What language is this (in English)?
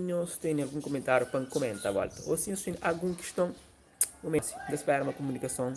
Kabuverdianu